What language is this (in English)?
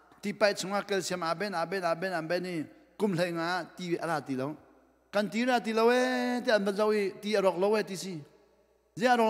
Hakha Chin